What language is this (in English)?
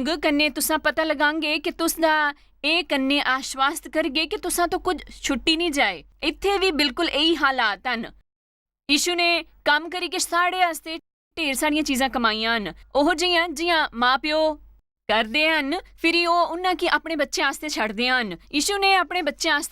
Dogri